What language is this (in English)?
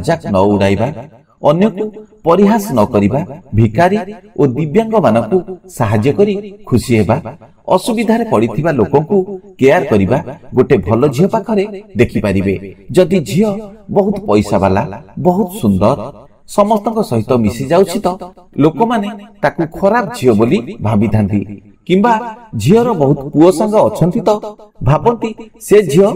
Odia